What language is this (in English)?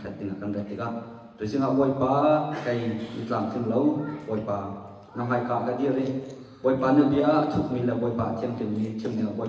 Hakha Chin